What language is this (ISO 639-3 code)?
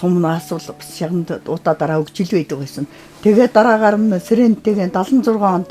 mon